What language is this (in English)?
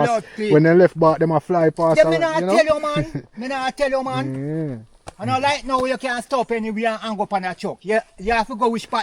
Jamaican Creole English